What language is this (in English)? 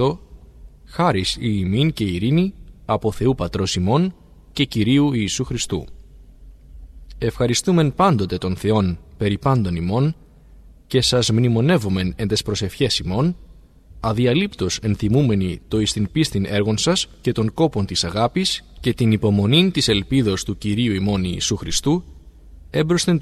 Greek